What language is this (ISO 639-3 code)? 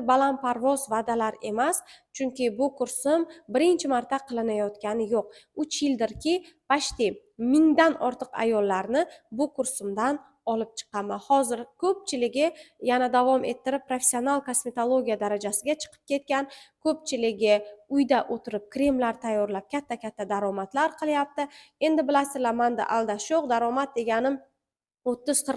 uzb